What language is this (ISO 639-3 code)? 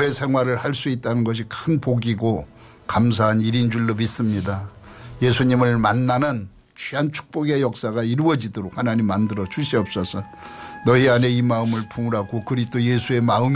kor